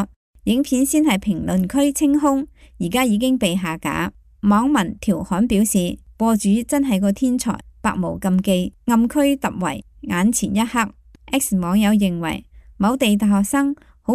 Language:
Cantonese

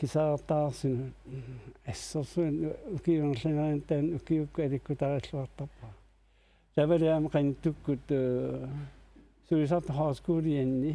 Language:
Kalaallisut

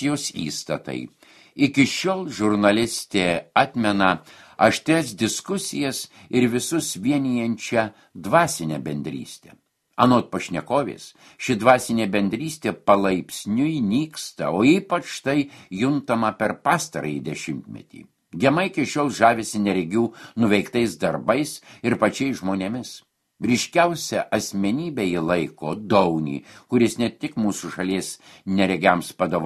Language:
Lithuanian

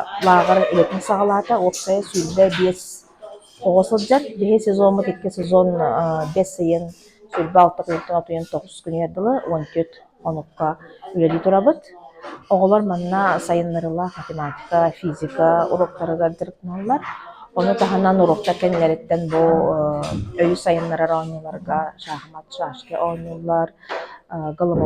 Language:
Yakut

